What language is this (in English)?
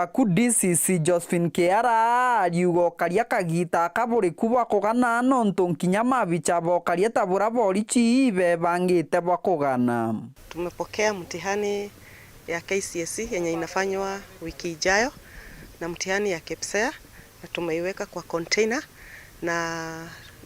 Meru